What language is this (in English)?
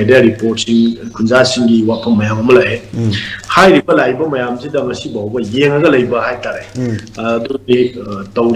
Manipuri